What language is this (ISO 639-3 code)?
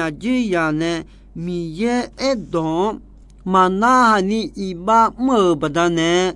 ahk